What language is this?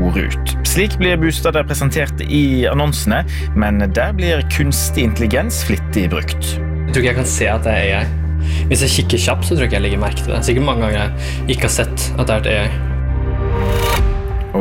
Norwegian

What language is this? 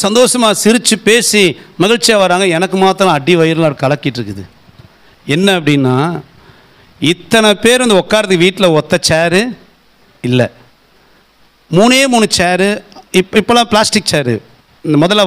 Tamil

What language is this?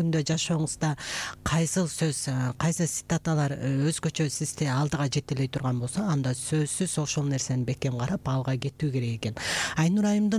Kyrgyz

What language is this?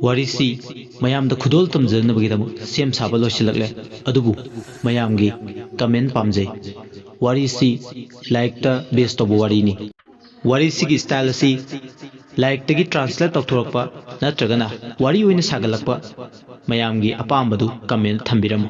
Manipuri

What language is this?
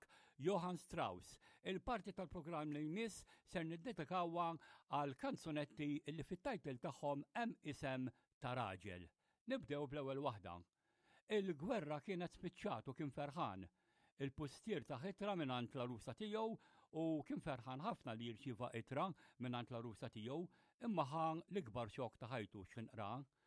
Maltese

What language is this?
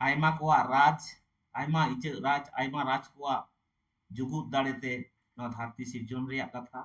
Santali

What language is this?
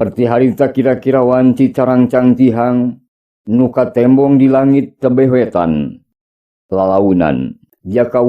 Sundanese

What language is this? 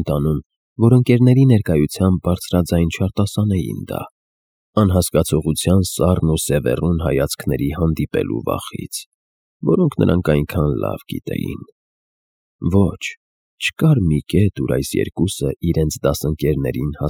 Armenian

